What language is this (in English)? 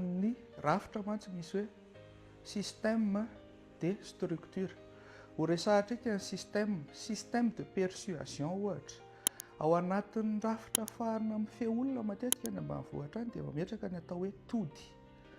Malagasy